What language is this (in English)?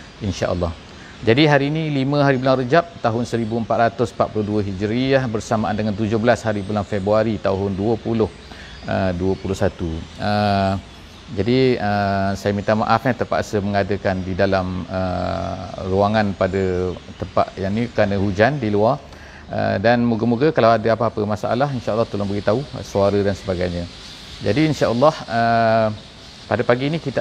Malay